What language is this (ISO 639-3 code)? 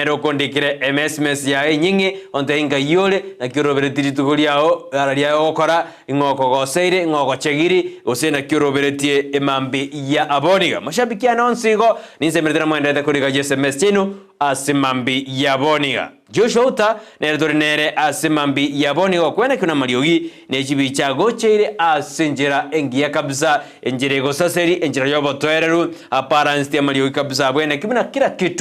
guz